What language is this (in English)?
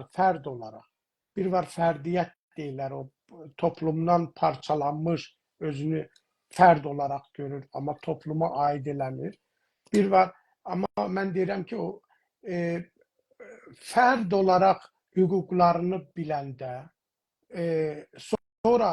South Azerbaijani